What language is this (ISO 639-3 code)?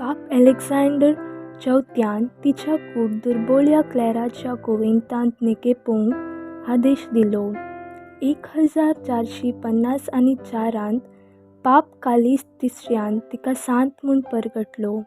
kok